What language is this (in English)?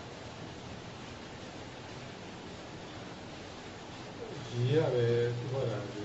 Burmese